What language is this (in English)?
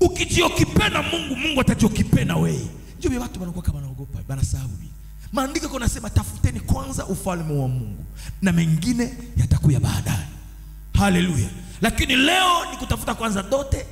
Swahili